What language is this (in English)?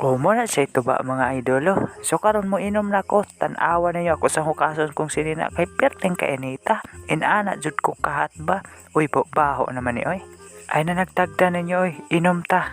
Cebuano